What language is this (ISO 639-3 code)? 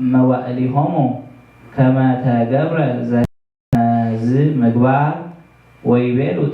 gez